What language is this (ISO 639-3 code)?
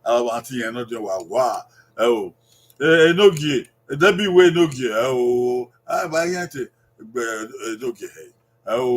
bin